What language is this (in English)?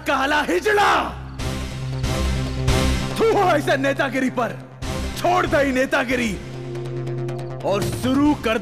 Bhojpuri